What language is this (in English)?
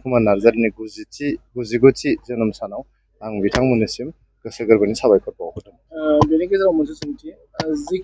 Bodo